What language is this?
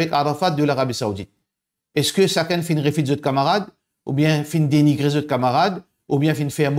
Morisyen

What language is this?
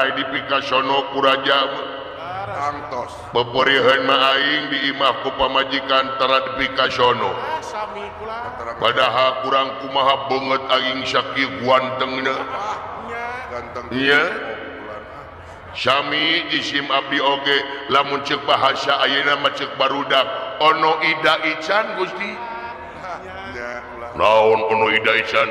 Sundanese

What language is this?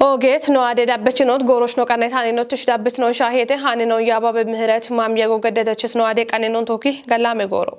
Kafa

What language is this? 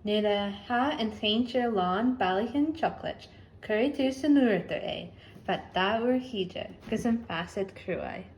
Scottish Gaelic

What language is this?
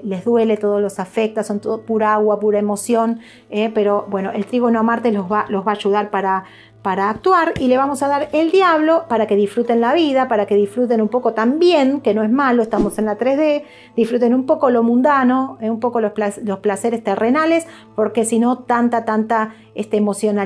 Spanish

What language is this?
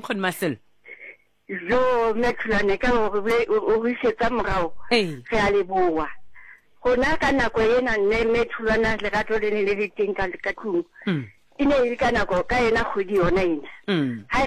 Southern Sotho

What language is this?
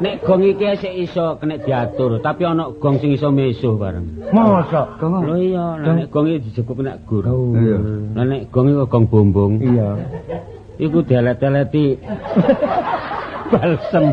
Javanese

